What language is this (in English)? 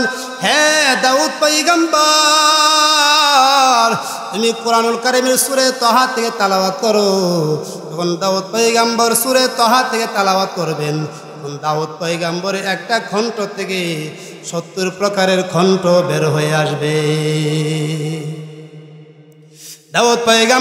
Bangla